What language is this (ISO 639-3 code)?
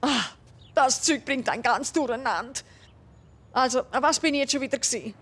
gsw